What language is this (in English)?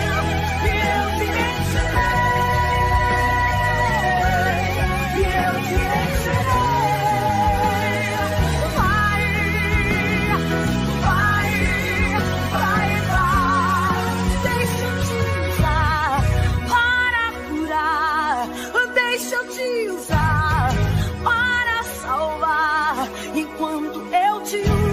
Portuguese